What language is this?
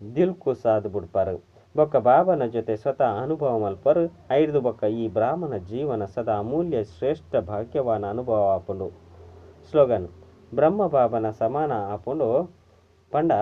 Tulu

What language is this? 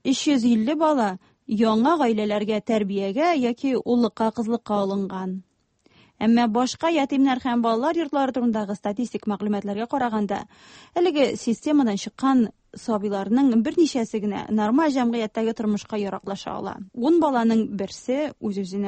Tatar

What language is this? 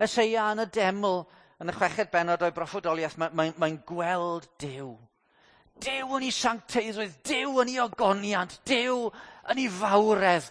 Welsh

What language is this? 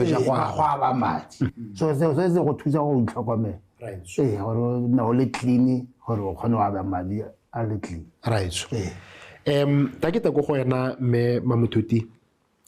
Tswana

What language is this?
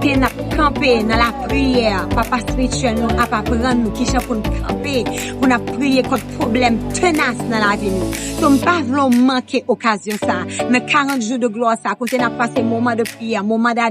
Haitian Creole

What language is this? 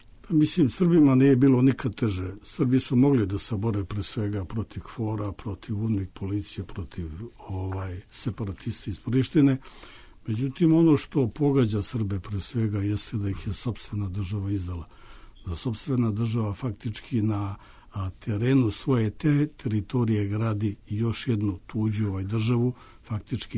Serbian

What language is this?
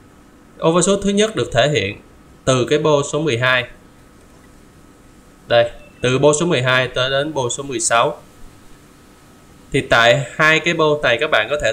Vietnamese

